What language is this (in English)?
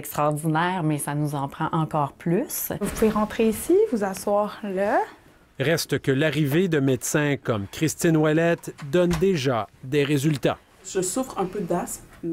French